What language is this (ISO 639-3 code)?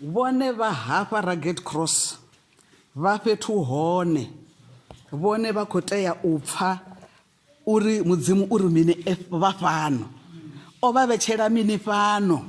ven